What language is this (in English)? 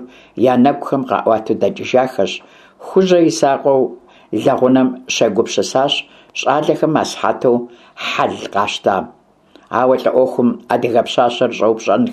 Kabardian